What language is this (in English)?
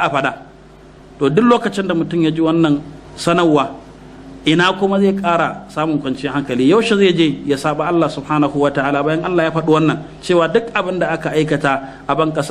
Hausa